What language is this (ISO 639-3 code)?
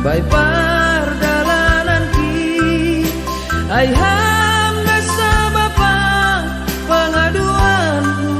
bts